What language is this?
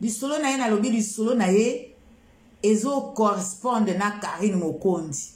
Lingala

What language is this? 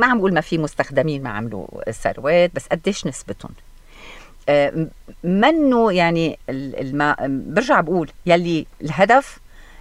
North Levantine Arabic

